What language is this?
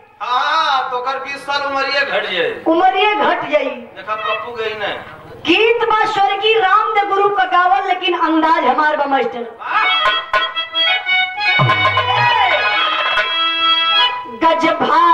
Bhojpuri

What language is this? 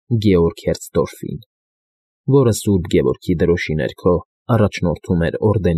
Armenian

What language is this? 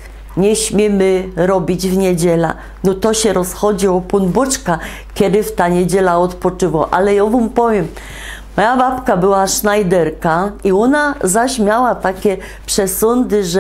Silesian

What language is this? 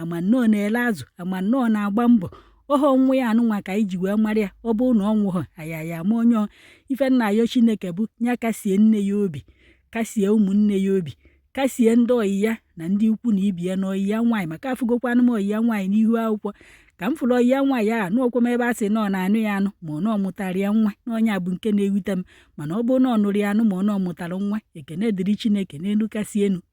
Igbo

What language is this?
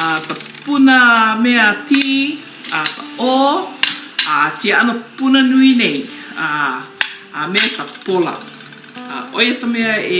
Hawaiian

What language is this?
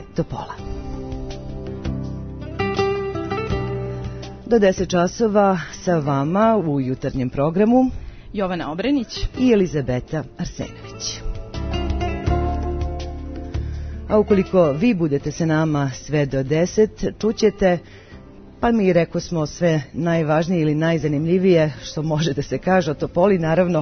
Serbian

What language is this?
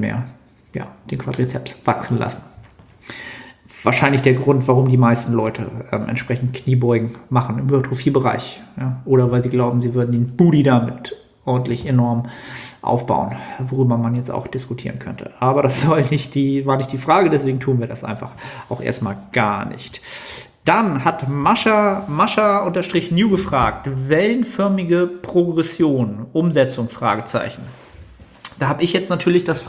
German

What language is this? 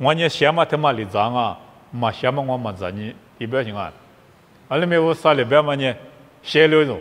Lisu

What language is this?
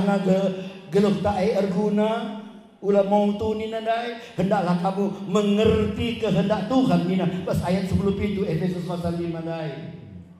Batak Karo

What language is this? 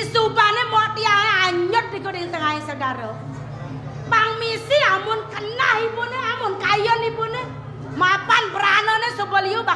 Balinese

